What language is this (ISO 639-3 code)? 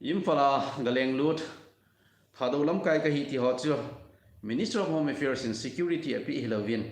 tcz